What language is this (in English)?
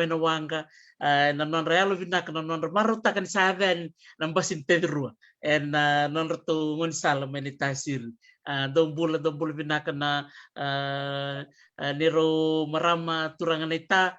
Fijian